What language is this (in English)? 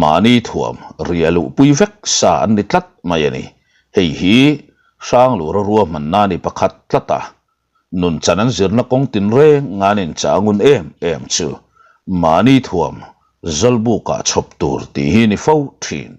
Mizo